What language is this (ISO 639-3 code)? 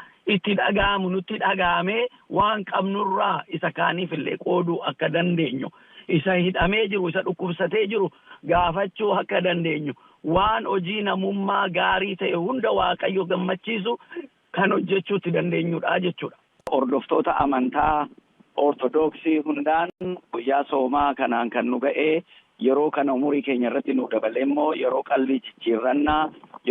orm